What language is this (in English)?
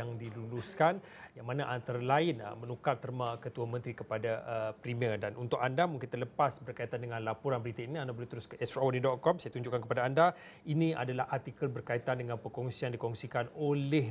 Malay